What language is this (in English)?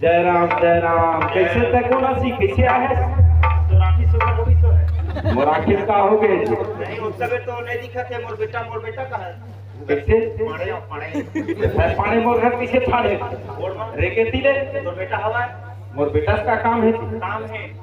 Chhattisgarhi